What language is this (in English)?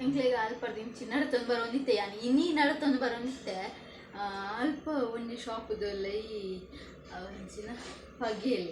Tulu